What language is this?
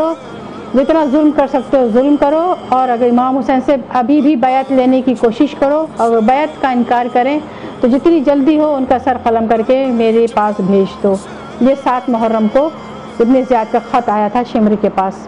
Urdu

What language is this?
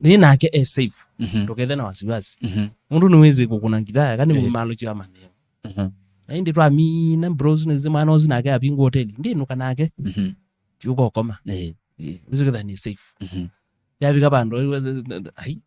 Kamba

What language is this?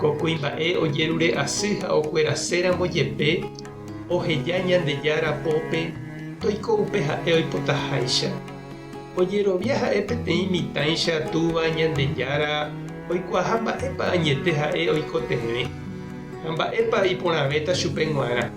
Guarani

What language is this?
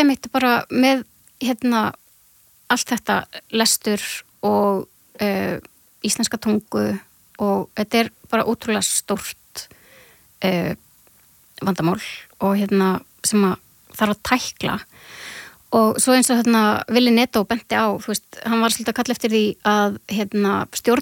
Icelandic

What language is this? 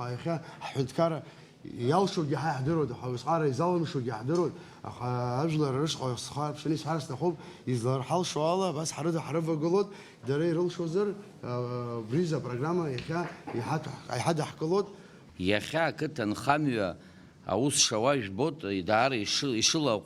Abkhazian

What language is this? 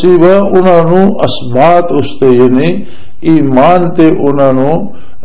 Western Panjabi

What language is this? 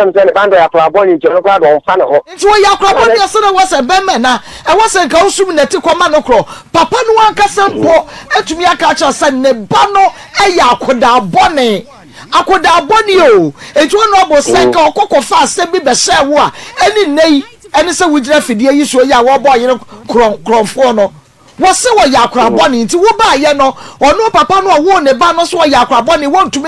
Akan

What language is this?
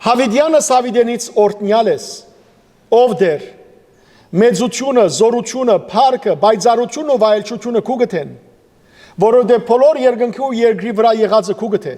Western Armenian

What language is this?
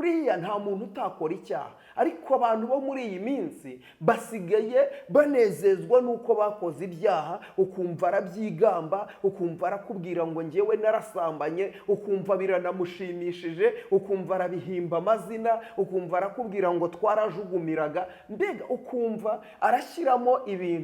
Kinyarwanda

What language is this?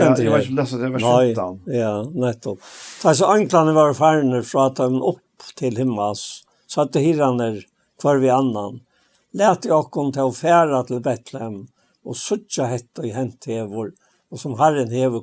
Faroese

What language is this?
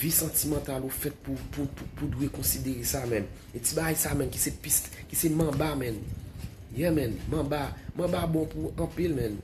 Haitian Creole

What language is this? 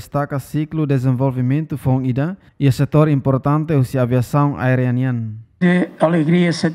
Tetum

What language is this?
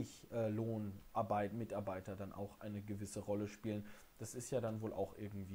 German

